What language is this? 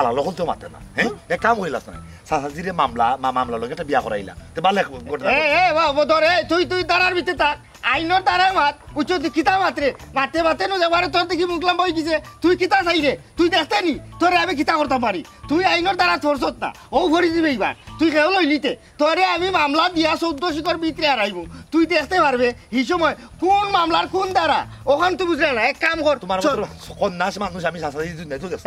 Sylheti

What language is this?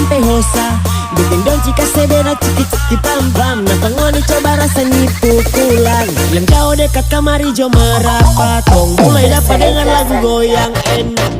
Manado Malay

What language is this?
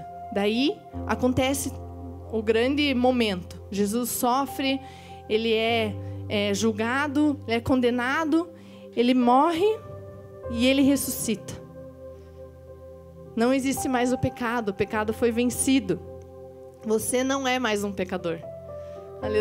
Portuguese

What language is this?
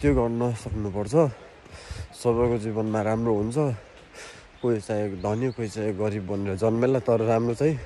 Nepali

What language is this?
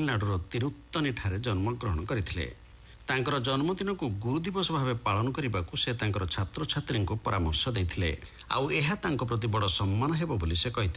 Odia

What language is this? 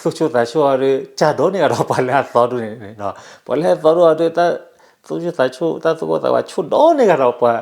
S'gaw Karen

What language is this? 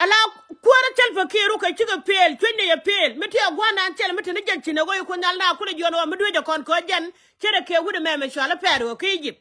Nuer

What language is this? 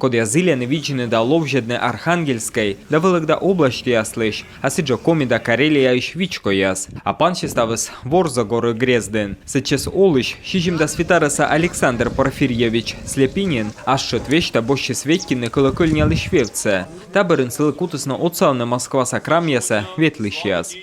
Komi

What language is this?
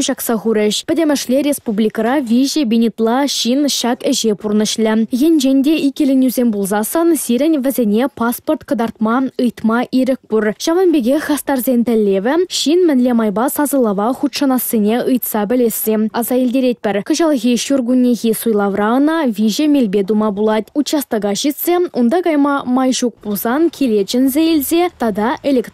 Chuvash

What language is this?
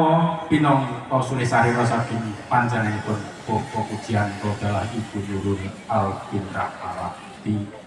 Javanese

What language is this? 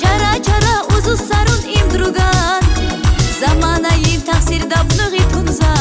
Tabassaran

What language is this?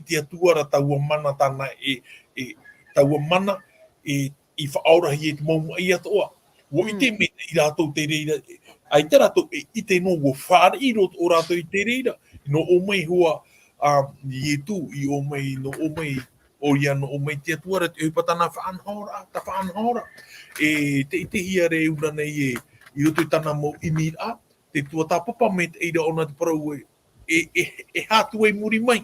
Tahitian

